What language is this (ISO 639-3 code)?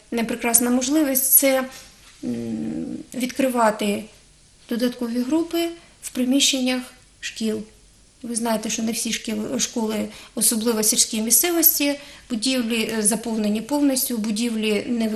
ukr